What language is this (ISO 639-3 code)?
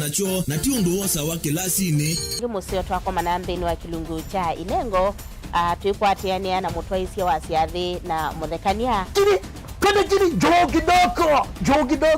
kam